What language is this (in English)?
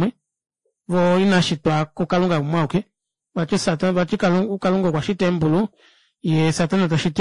Kuanyama